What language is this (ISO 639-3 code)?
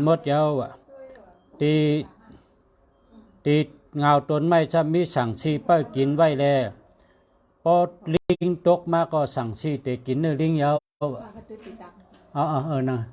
shn